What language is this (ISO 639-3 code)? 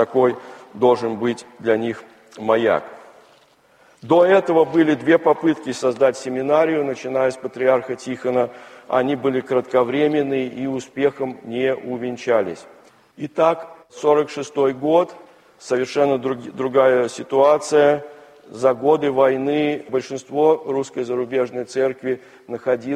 rus